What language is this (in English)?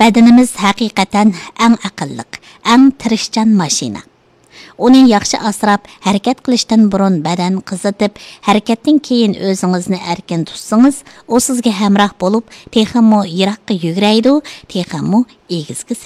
Uyghur